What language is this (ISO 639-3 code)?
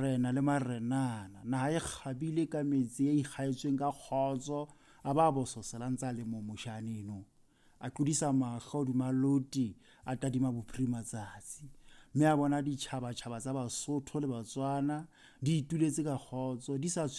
sot